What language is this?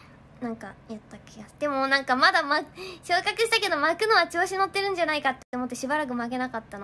Japanese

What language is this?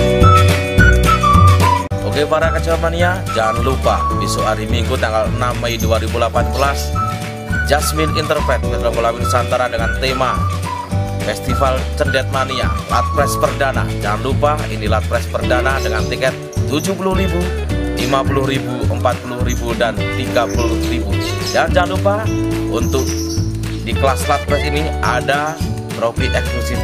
Indonesian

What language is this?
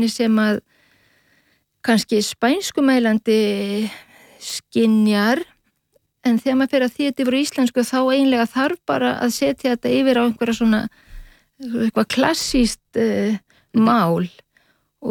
Icelandic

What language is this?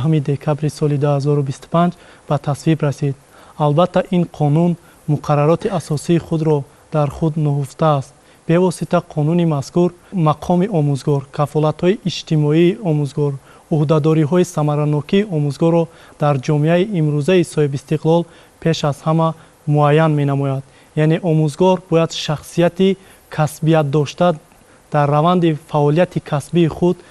Tajik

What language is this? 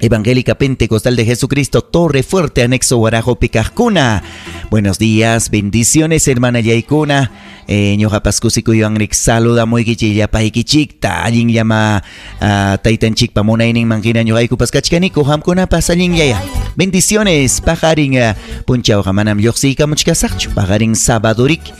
Ayacucho Quechua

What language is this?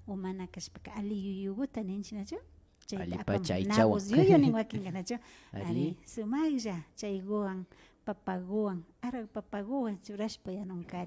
Imbabura Highland Quichua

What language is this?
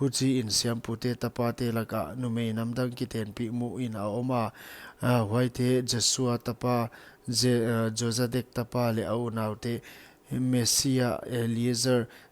Paite Chin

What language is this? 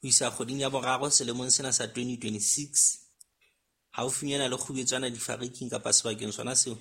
Southern Sotho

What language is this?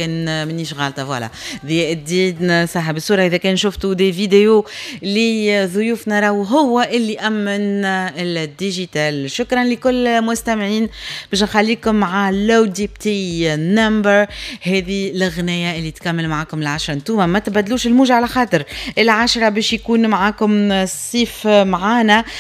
Tunisian Arabic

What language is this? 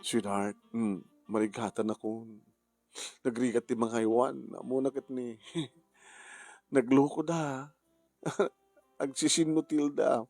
Iloko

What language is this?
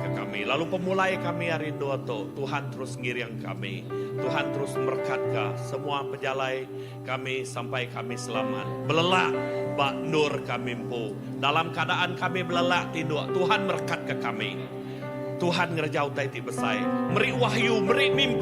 Iban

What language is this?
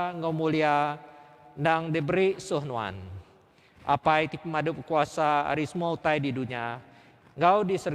Iban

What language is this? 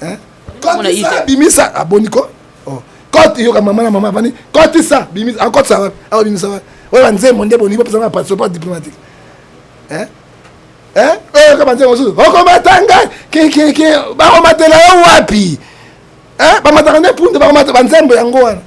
Lingala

